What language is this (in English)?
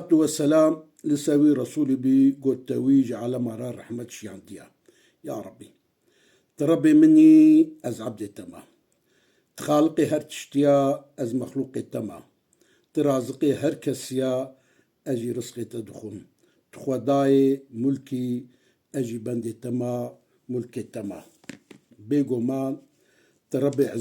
Kurdish